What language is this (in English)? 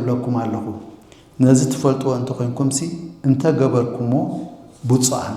Tigrinya